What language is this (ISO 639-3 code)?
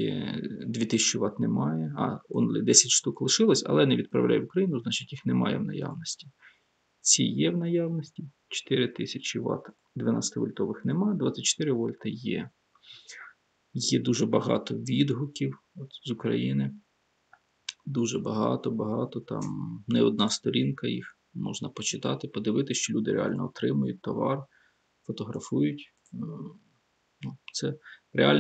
ukr